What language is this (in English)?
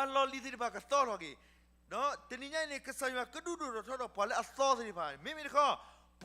S'gaw Karen